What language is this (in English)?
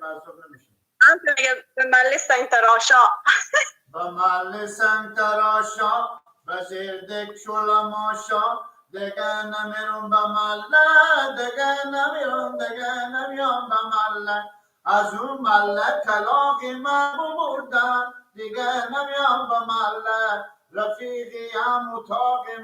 Persian